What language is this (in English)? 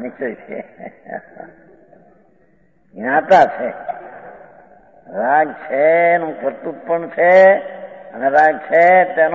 Gujarati